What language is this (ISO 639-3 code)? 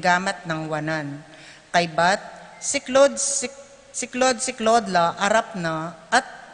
pam